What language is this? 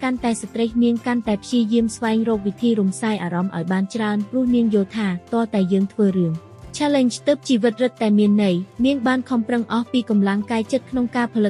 Khmer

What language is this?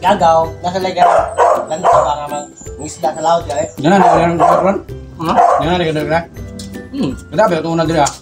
Cebuano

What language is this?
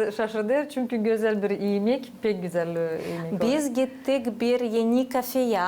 Gagauz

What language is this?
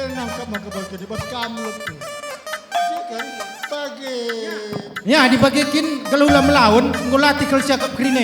Batak Karo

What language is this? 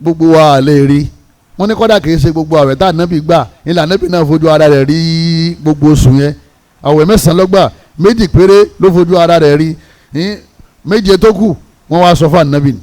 Yoruba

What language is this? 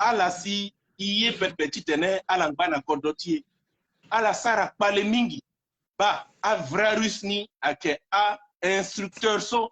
Sango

